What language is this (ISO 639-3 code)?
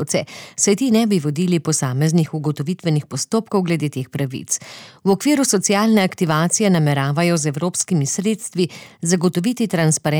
slv